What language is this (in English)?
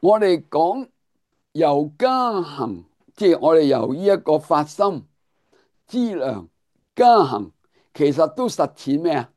Cantonese